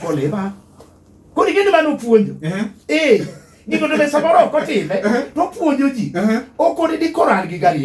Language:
Luo (Kenya and Tanzania)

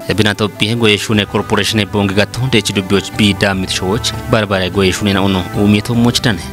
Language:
Kafa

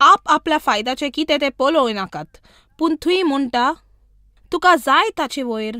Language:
Konkani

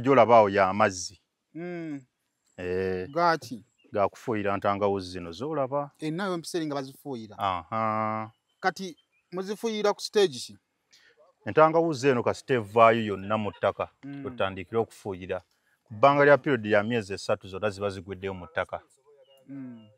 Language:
Ganda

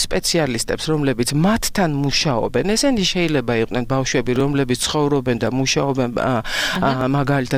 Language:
Georgian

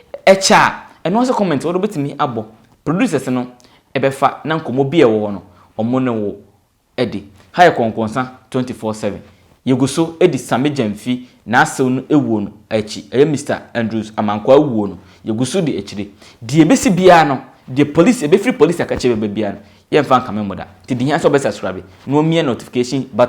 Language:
Akan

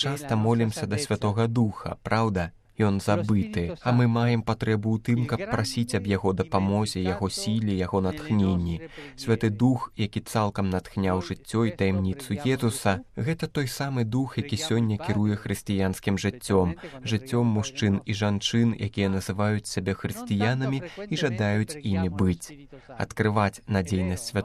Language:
Belarusian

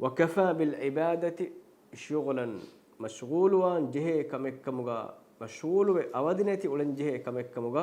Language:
Divehi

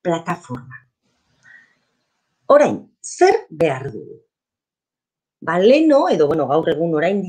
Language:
Basque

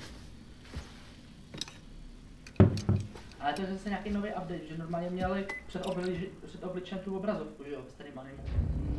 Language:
Czech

